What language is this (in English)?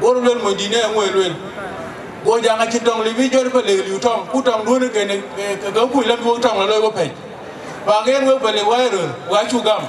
Dinka